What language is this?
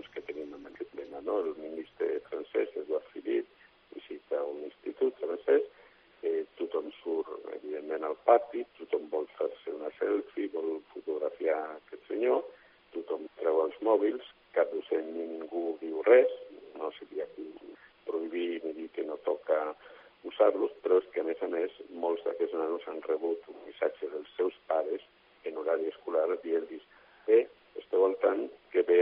Catalan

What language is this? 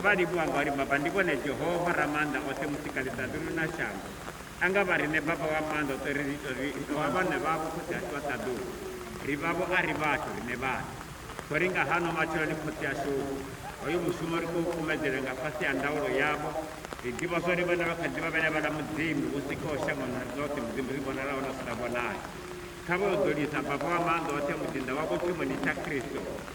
Venda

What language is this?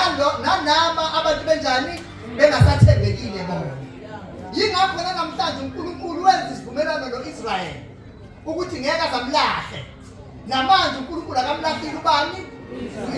Zulu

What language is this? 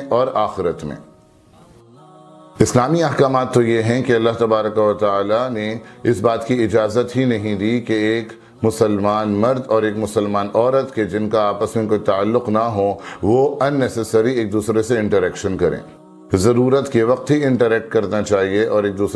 Urdu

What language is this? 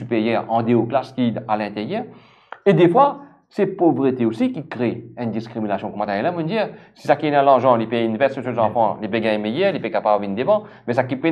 Morisyen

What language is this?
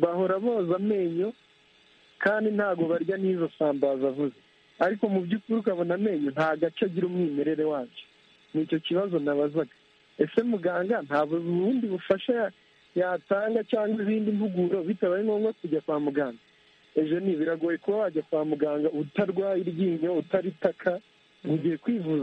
Kinyarwanda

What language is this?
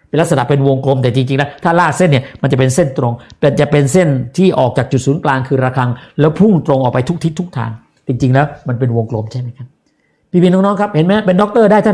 Thai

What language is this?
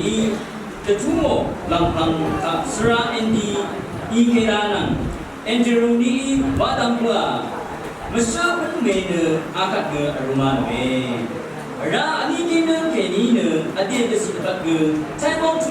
Rawang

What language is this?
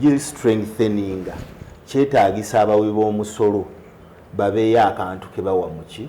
Ganda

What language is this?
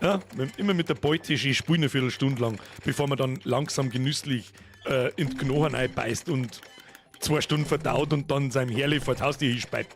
Bavarian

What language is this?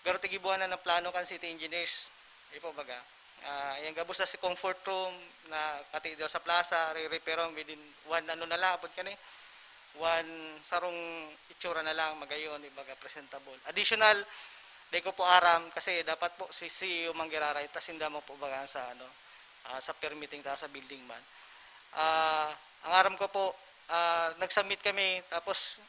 Bikol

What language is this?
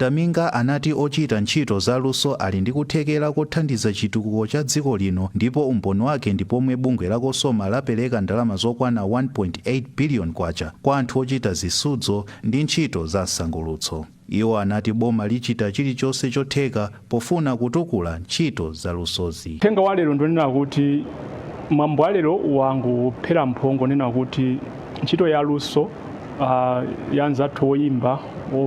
Nyanja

